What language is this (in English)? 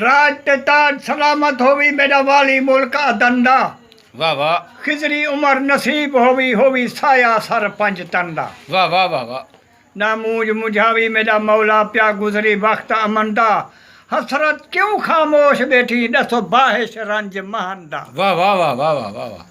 Saraiki